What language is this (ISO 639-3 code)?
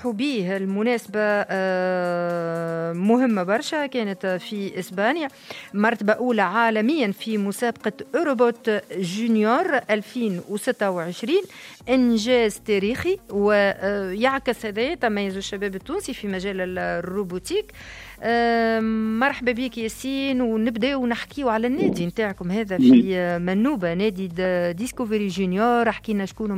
aeb